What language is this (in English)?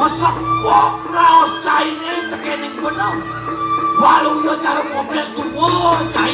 Balinese